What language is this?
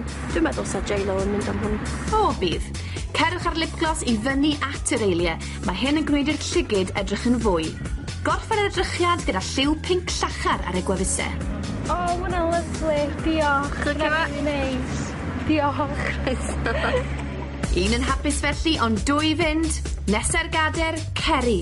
Welsh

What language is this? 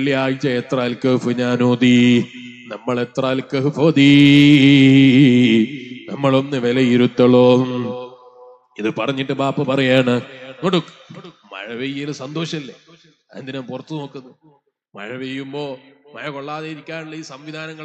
Malayalam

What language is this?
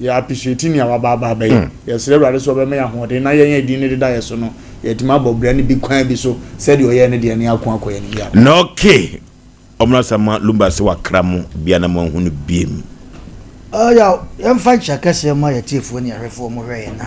Akan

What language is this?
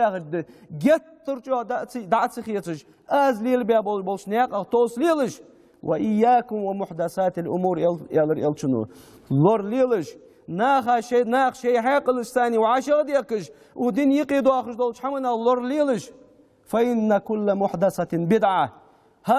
Ingush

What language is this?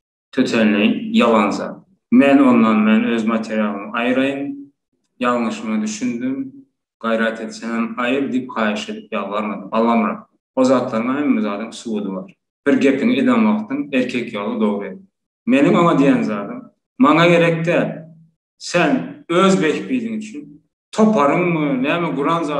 Turkmen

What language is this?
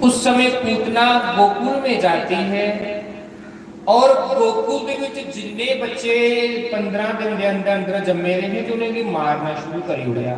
Dogri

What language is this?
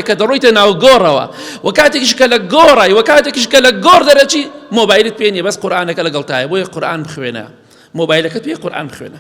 Central Kurdish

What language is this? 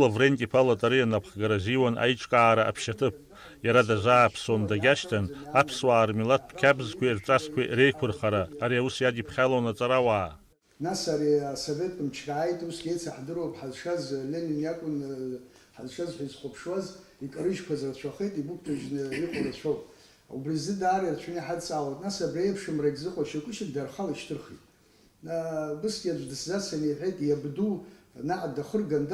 Abkhazian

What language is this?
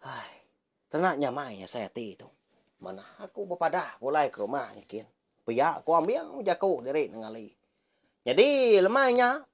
Iban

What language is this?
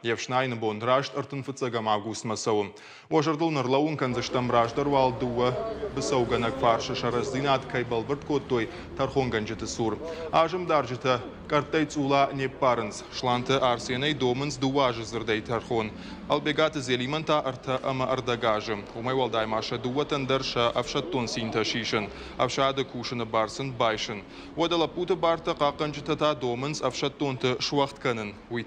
Ossetic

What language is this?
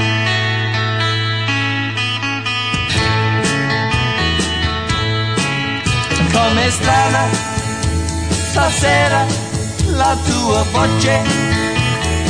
Italian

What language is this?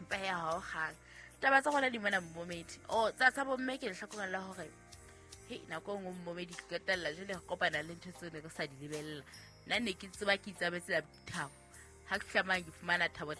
Southern Sotho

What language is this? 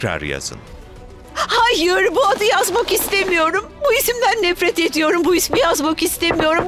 Turkish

